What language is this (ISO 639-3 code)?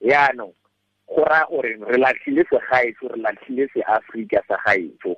tsn